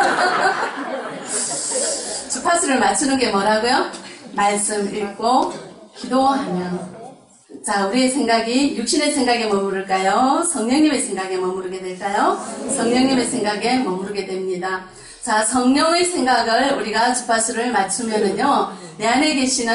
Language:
Korean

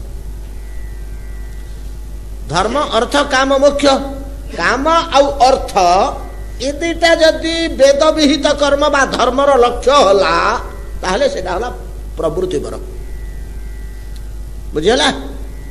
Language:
Odia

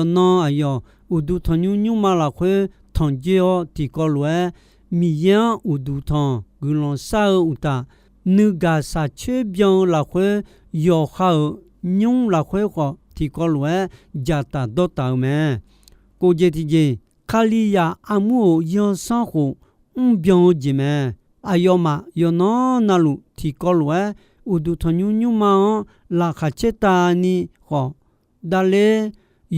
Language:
Akha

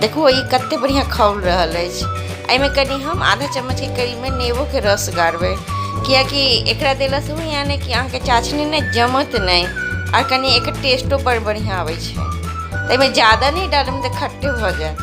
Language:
Maithili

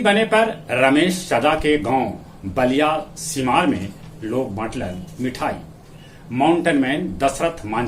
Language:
Magahi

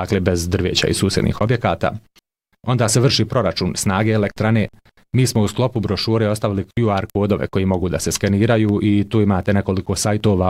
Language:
Bosnian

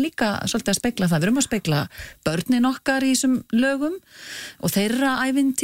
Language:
Icelandic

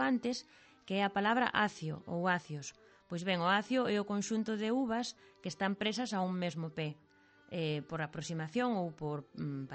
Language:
Galician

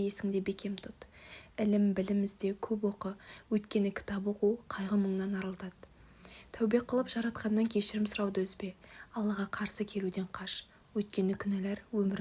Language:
Kazakh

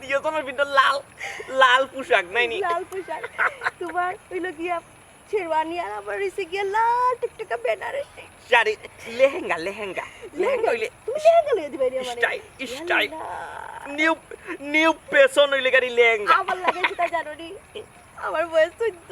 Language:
Sylheti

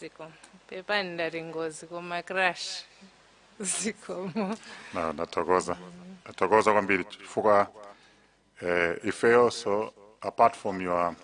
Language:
Nyanja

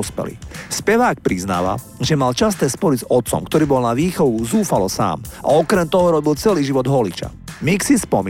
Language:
Slovak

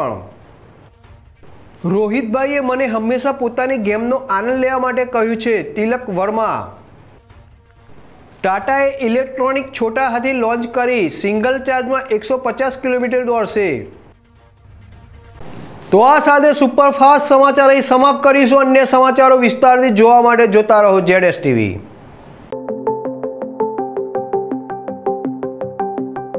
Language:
Gujarati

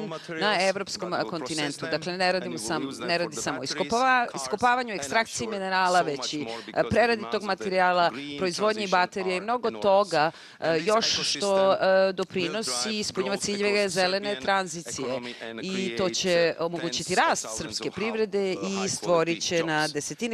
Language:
Serbian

